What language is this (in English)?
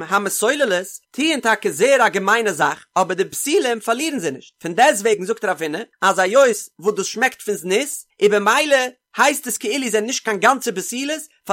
Yiddish